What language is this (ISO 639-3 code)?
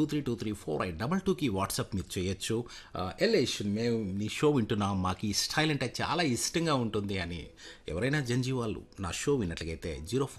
tel